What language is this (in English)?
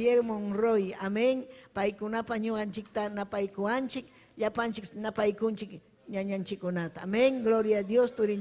Ayacucho Quechua